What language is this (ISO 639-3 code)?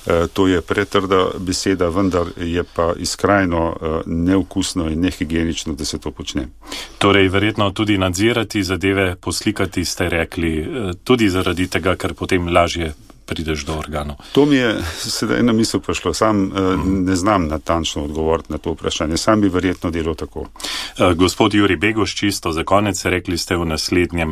slv